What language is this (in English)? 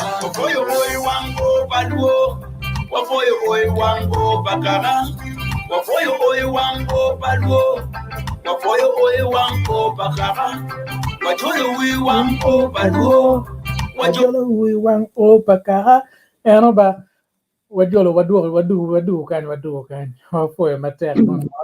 Acoli